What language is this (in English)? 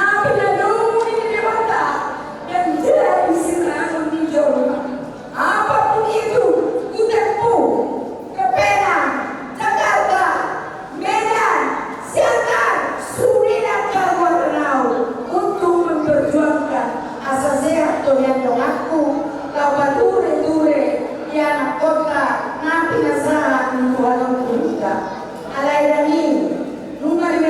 Batak Toba